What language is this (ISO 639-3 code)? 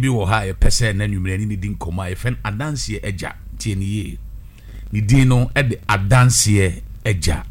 aka